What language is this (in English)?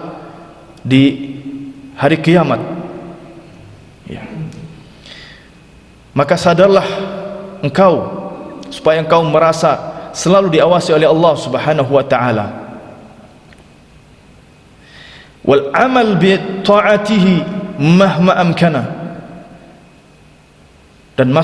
Indonesian